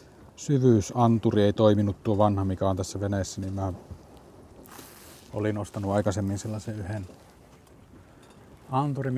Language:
Finnish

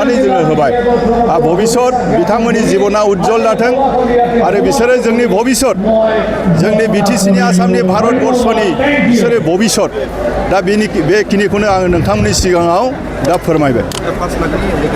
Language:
Bodo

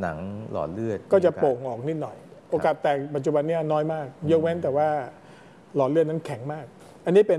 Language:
Thai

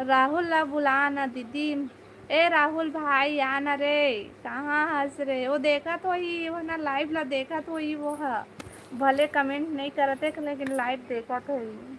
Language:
Chhattisgarhi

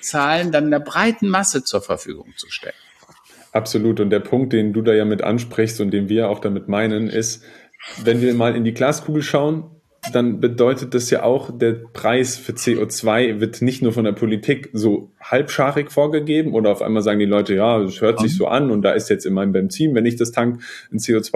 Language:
German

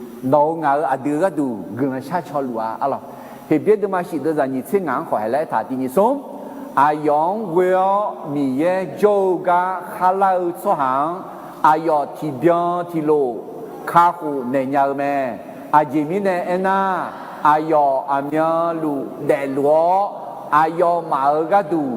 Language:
Akha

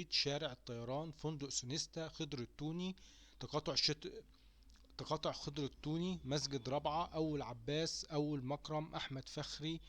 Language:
Egyptian Arabic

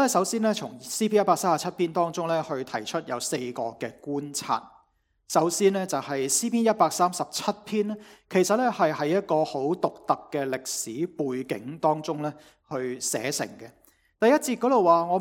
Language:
Cantonese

